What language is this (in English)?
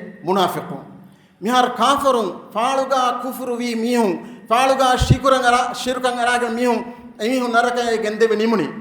Divehi